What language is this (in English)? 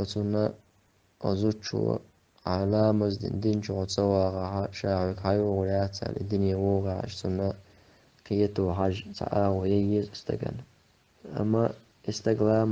Chechen